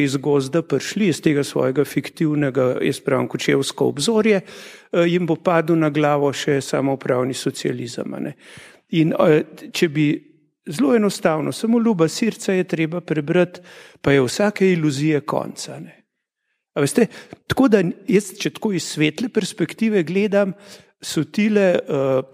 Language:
Slovenian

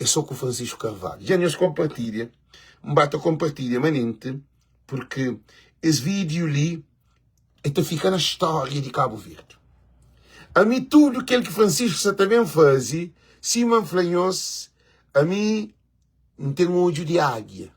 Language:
Kabuverdianu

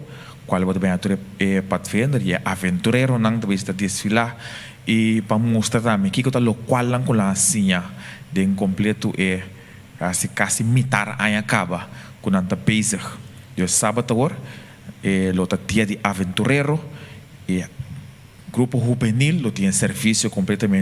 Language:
Papiamento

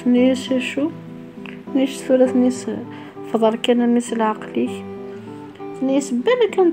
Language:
Kabyle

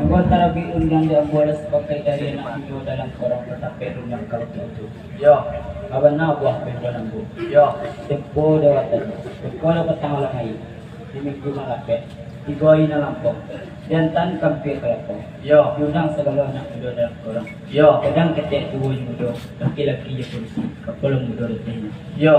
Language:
Minangkabau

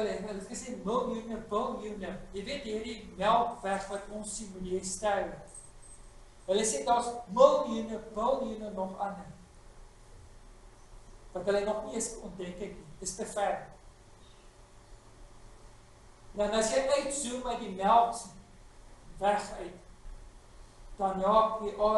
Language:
Afrikaans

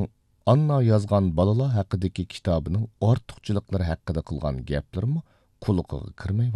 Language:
Uyghur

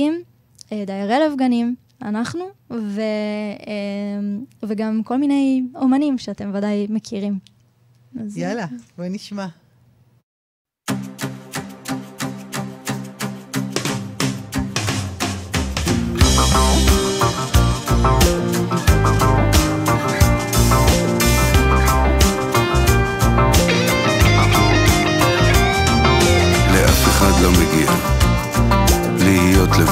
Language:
Hebrew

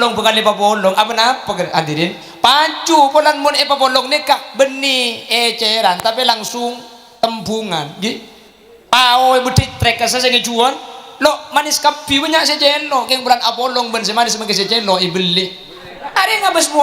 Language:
Madurese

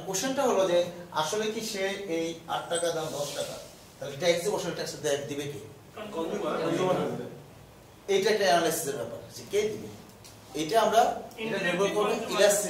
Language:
Bangla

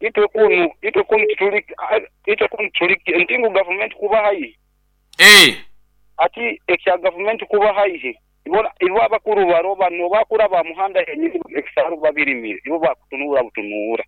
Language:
Nyoro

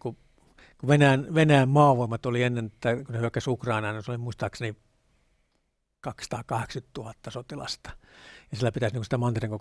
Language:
Finnish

